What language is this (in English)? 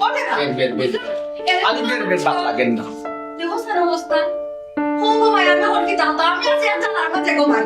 Sylheti